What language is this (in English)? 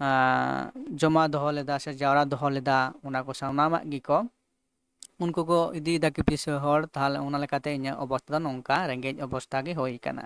Santali